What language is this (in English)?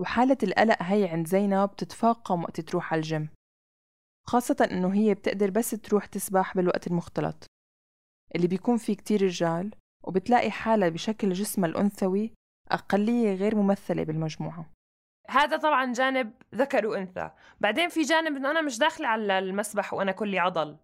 North Levantine Arabic